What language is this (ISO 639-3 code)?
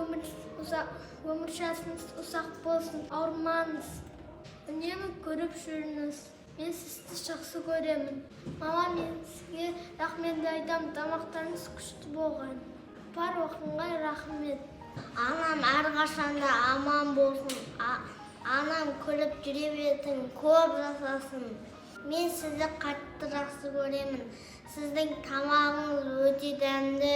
kaz